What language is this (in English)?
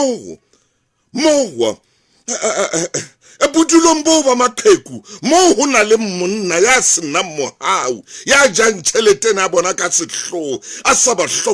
Southern Sotho